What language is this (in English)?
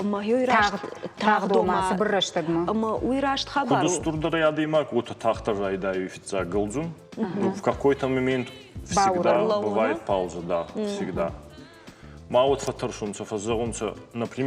Ossetic